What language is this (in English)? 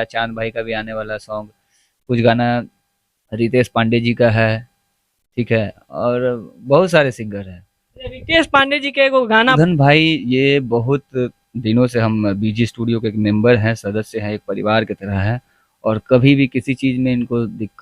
Bhojpuri